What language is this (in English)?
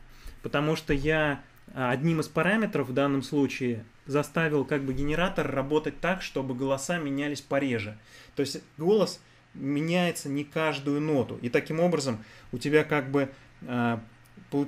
Russian